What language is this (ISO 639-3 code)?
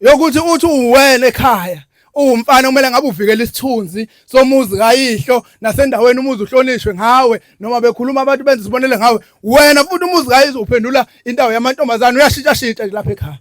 zul